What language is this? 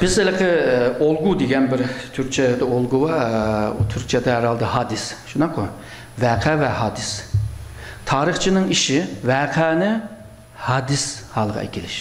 Uyghur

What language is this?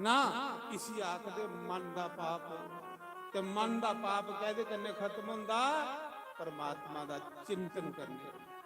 Dogri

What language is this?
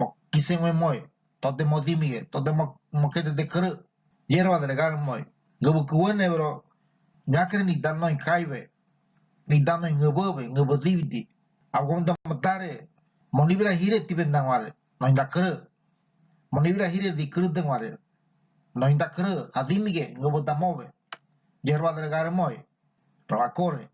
Ngäbere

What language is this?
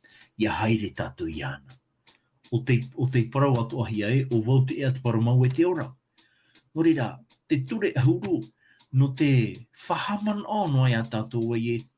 Tahitian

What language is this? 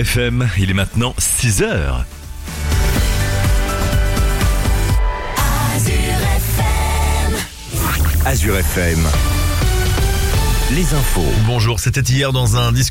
French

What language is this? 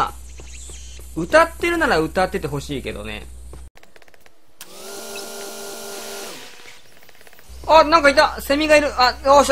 Japanese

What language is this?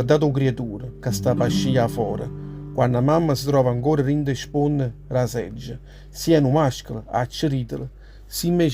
Neapolitan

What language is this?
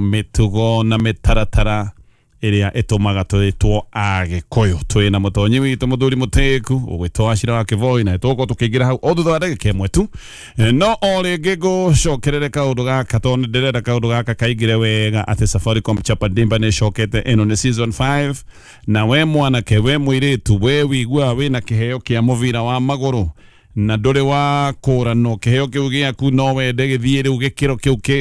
Kikuyu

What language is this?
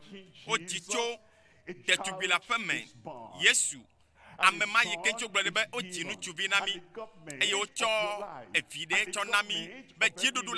Ewe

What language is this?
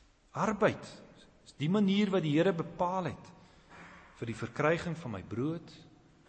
Afrikaans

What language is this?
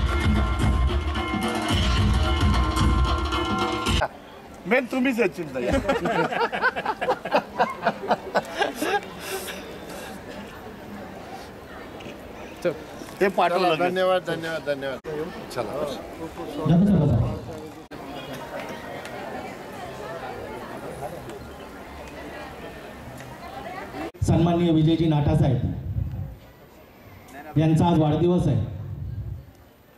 Marathi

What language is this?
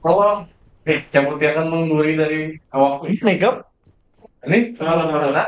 Banjar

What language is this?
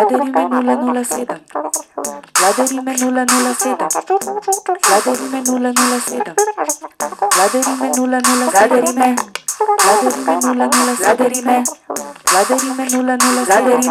Slovenian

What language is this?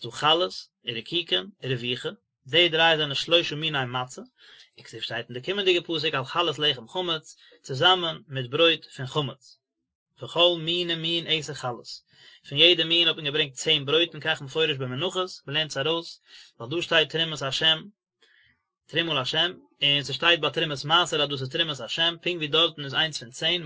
Yiddish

